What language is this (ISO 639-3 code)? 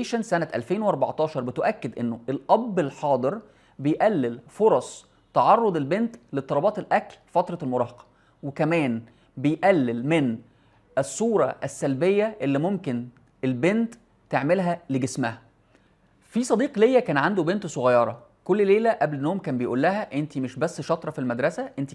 arz